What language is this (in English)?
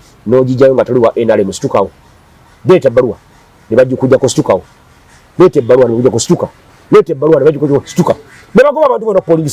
Ganda